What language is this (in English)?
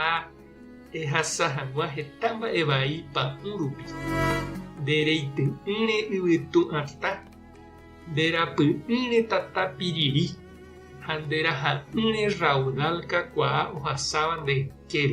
Guarani